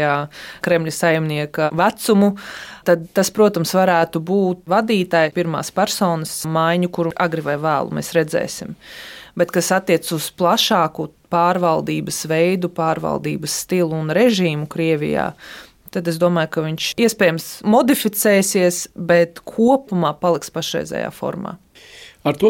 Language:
Latvian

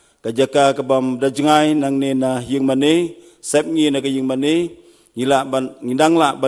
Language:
Khasi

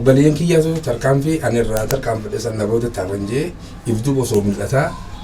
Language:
Oromo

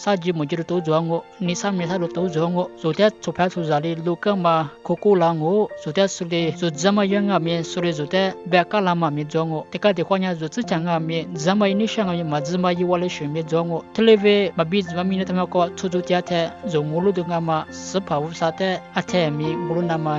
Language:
Lisu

